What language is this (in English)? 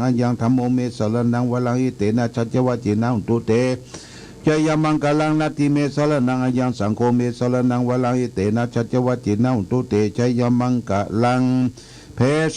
Pali